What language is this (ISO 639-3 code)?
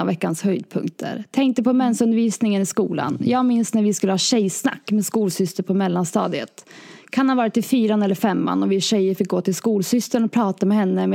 swe